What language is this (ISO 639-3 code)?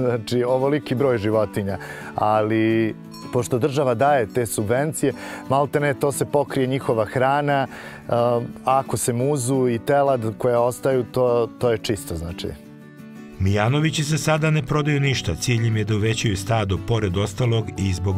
srp